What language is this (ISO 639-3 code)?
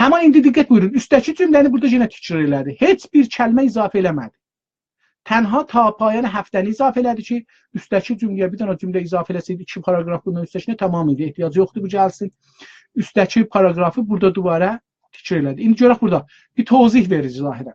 azb